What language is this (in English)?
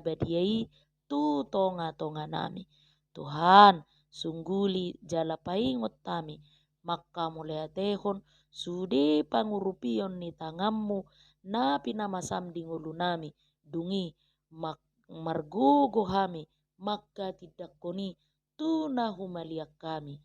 Batak Toba